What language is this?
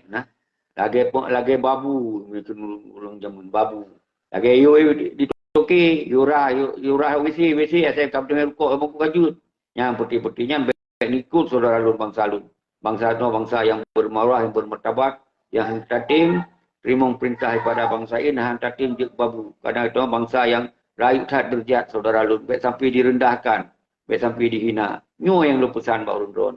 Achinese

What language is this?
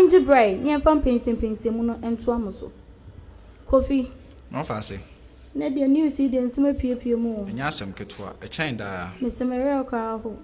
Akan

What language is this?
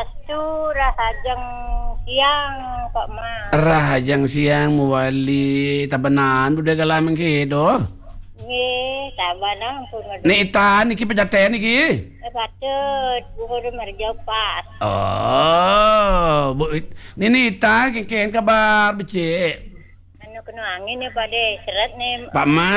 Balinese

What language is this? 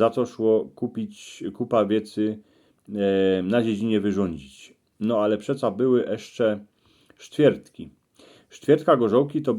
Silesian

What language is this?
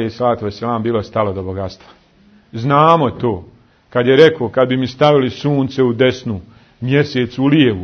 Bosnian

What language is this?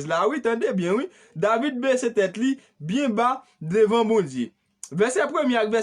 Haitian Creole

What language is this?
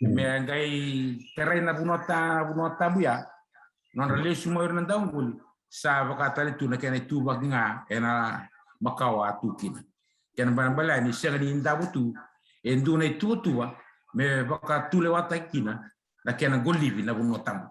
Fijian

